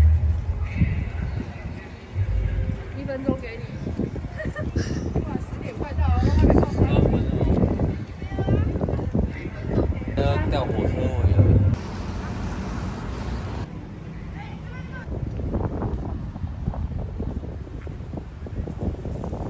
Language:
Chinese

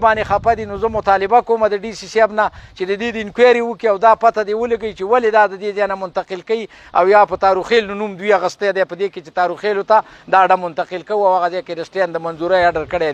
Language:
Pashto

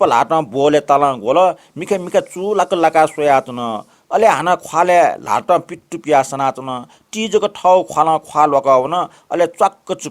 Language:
Newari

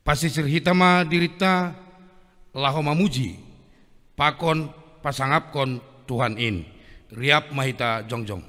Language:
Batak Simalungun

